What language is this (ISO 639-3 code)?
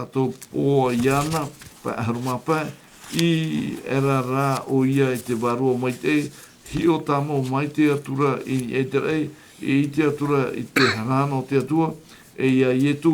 tah